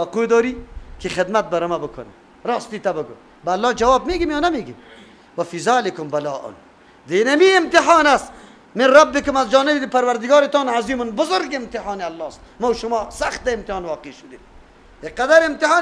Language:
Persian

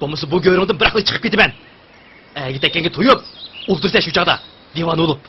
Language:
Uyghur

